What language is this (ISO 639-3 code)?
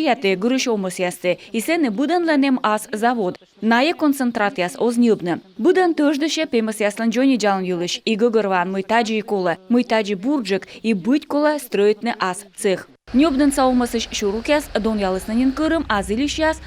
kom